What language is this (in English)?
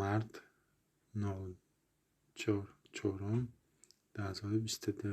Tajik